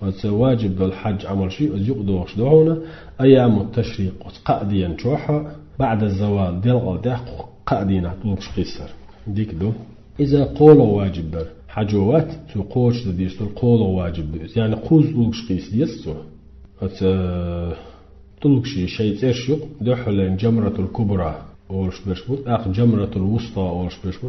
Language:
Chechen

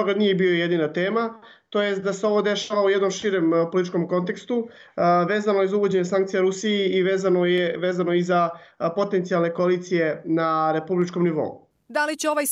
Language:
Serbian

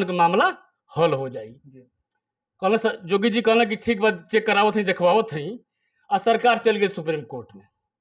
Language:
Bhojpuri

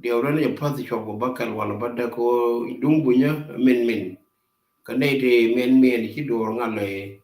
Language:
Nuer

